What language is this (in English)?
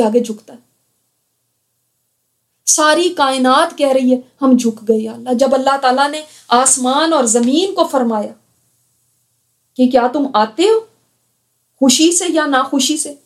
Urdu